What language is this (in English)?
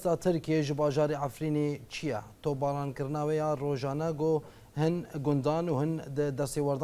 Kurdish